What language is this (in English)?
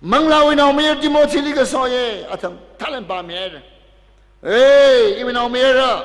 Tangkhul Naga (India)